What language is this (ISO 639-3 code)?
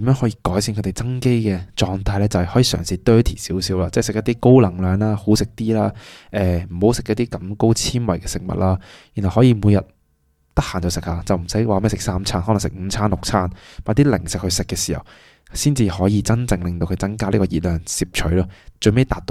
yue